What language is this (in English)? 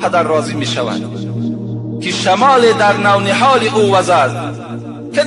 Tajik